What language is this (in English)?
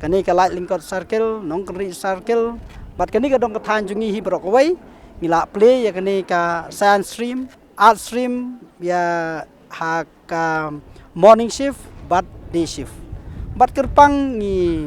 Khasi